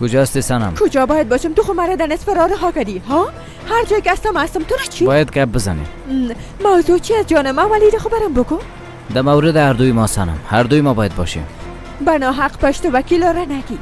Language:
Persian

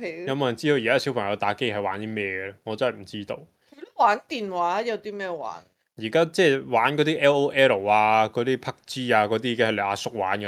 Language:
Cantonese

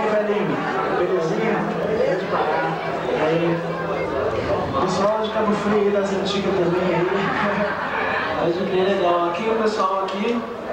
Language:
Portuguese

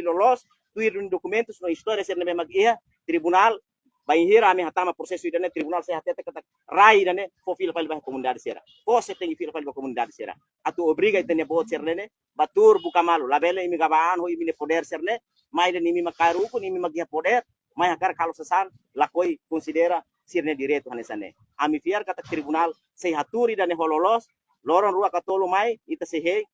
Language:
Tetum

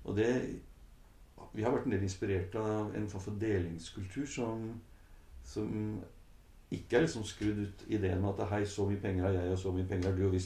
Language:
Norwegian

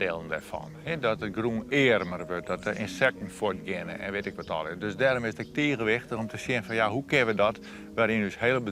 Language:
Western Frisian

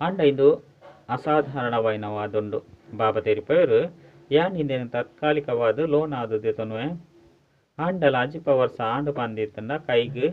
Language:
Tulu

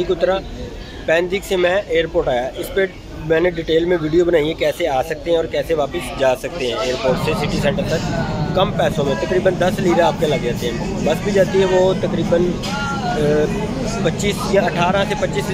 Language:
Hindi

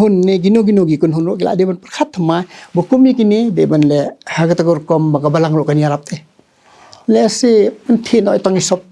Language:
Khasi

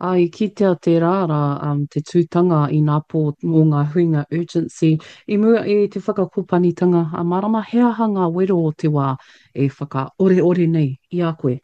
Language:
Māori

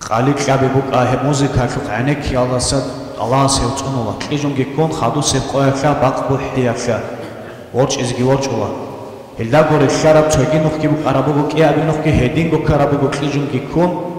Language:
Avaric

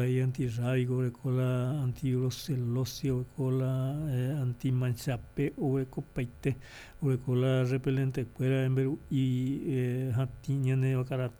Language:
Guarani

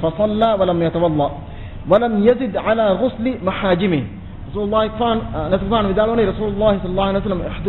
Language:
Divehi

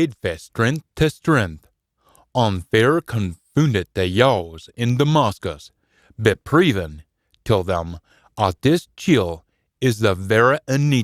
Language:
Scots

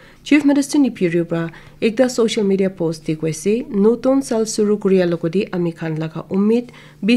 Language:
Naga Pidgin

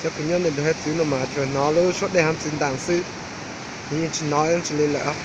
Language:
Hmong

